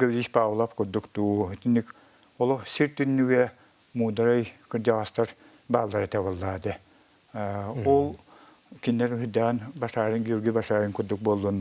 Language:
Yakut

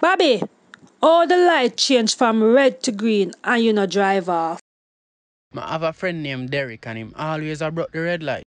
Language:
Jamaican Creole English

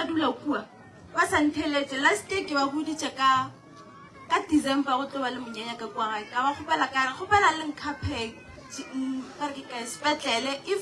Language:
Northern Sotho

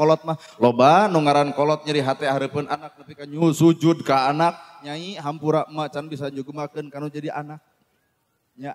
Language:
Sundanese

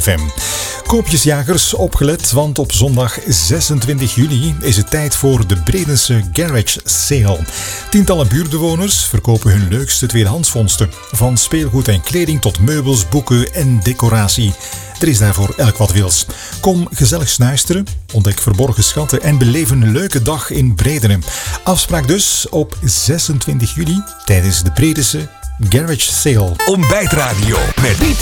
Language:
Dutch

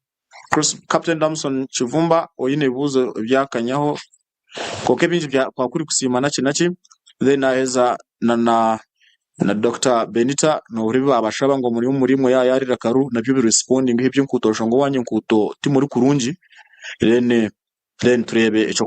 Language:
Nyankole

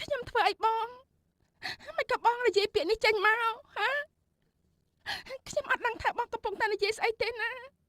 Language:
Khmer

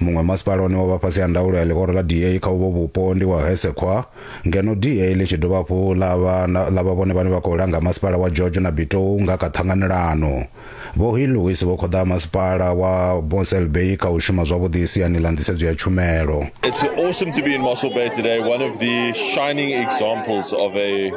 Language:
Venda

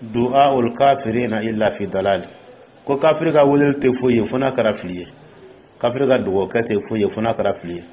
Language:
Dyula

